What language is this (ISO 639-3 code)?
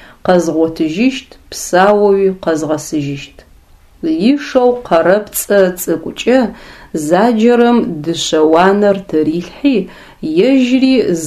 ady